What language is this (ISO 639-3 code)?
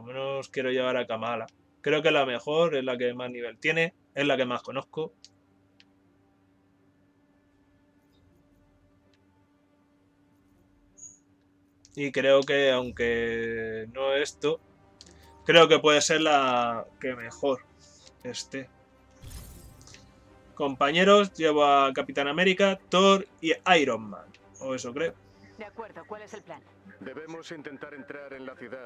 spa